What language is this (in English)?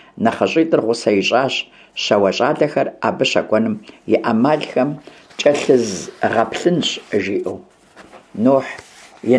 Kabardian